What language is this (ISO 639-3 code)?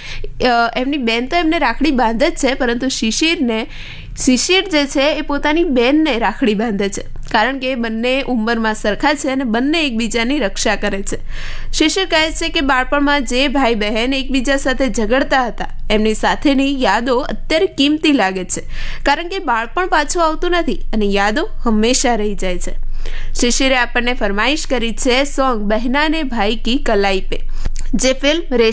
guj